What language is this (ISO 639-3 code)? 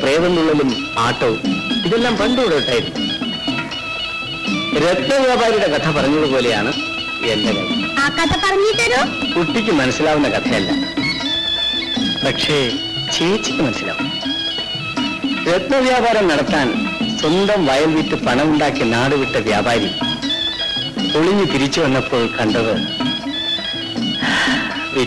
mal